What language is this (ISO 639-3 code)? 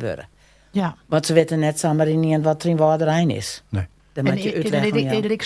fry